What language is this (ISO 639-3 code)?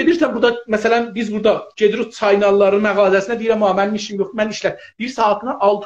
azb